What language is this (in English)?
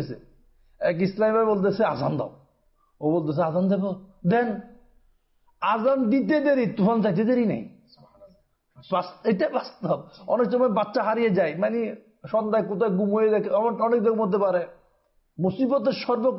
Bangla